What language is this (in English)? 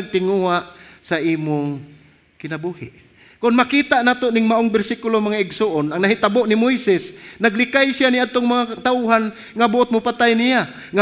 Cebuano